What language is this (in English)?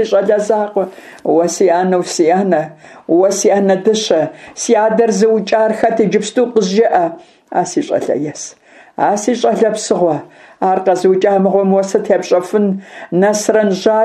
Kabardian